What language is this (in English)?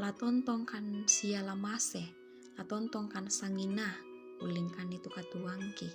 Toraja-Sa'dan